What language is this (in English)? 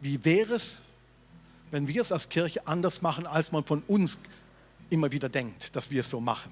Swiss German